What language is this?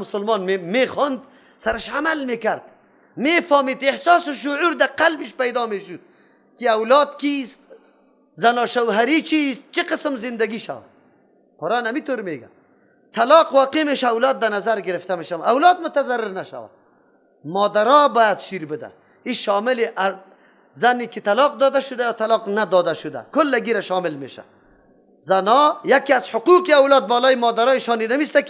Persian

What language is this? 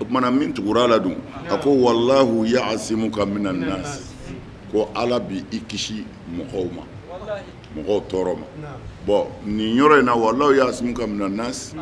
Bambara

